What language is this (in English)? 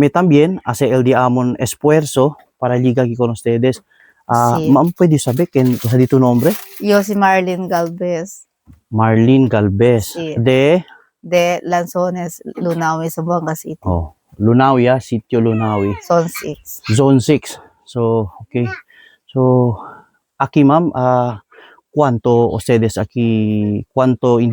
Chavacano